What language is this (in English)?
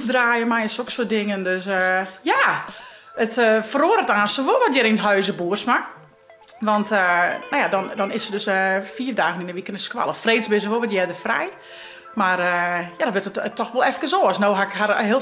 Western Frisian